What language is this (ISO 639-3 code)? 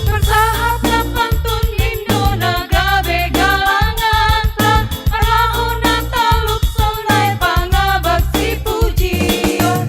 bts